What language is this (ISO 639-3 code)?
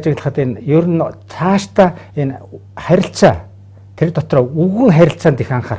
mon